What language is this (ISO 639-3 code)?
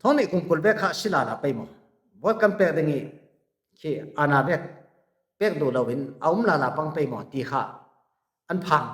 cfm